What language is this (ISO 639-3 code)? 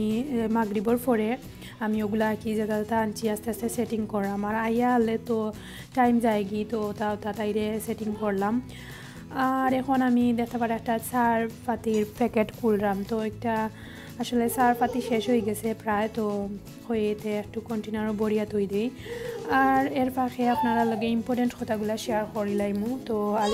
syl